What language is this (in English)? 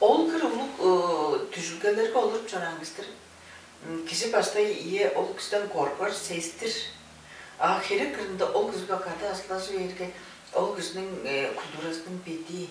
Tuvinian